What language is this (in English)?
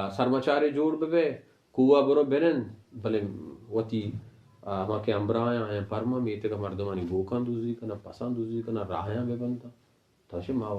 Baluchi